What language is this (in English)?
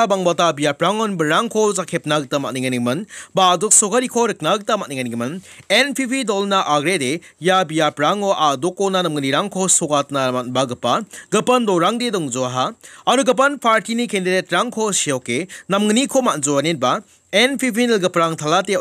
Garo